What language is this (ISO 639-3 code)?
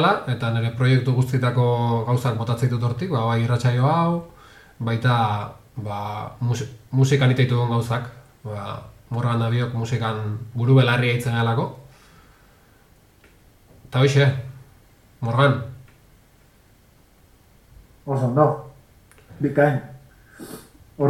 eus